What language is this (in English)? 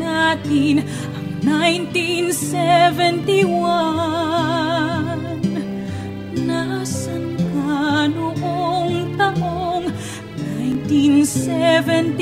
Filipino